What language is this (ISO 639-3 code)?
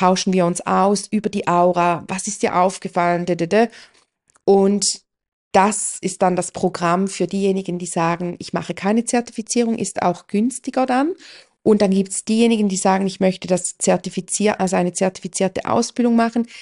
deu